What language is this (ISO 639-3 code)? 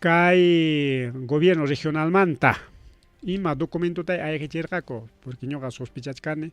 quy